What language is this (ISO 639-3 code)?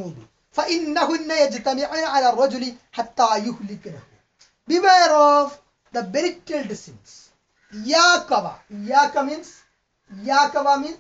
eng